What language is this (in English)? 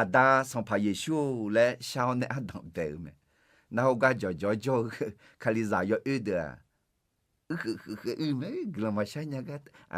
Akha